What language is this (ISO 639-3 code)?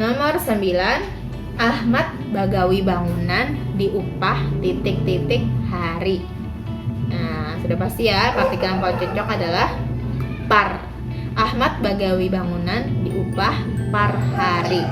bjn